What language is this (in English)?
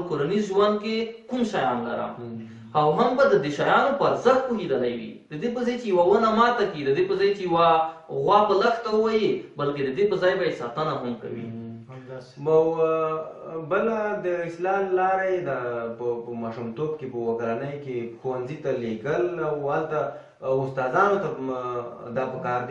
Pashto